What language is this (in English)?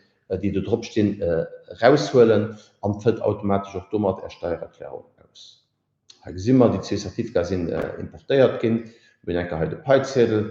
Luxembourgish